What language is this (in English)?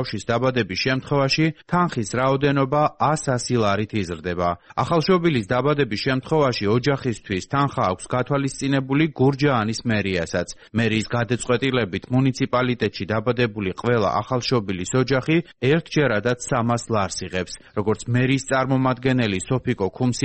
Georgian